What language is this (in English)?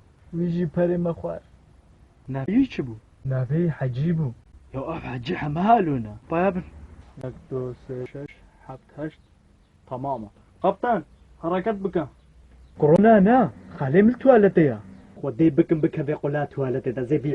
Kurdish